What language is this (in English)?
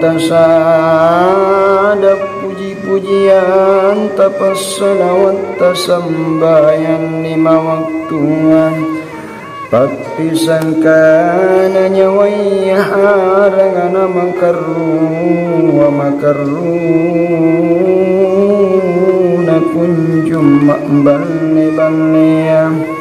Makasar